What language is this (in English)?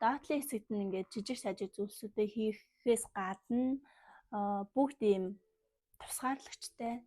Mongolian